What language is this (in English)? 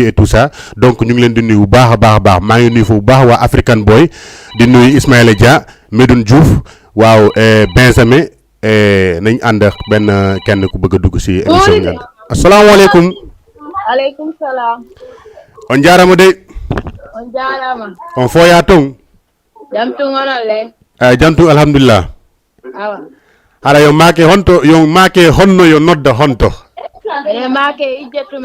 Fula